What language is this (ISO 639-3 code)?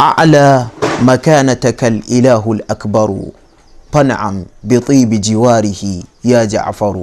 hau